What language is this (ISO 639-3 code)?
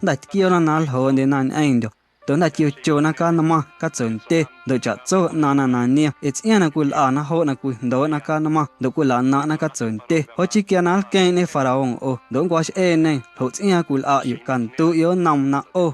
amu